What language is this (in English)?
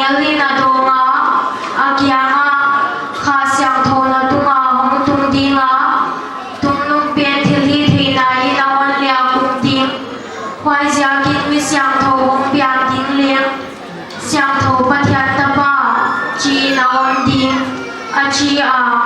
Paite Chin